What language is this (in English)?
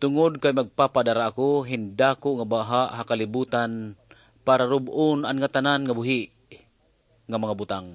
Waray